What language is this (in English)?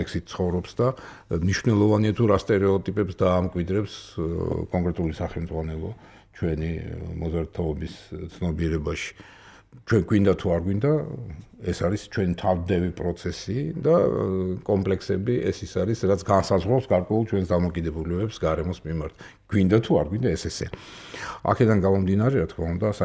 Georgian